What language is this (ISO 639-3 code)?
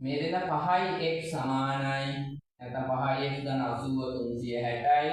sin